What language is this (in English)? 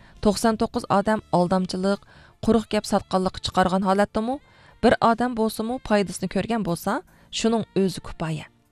Uyghur